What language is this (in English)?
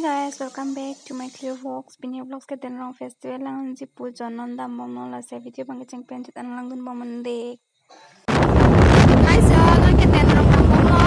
Karbi